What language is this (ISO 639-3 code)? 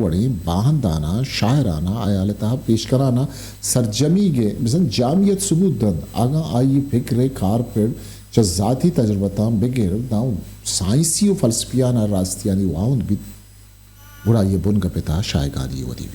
bgp